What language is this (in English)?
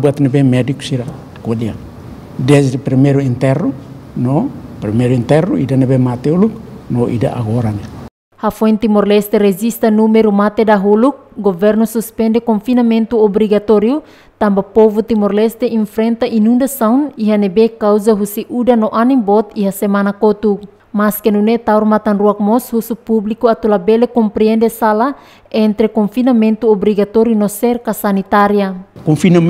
Tetum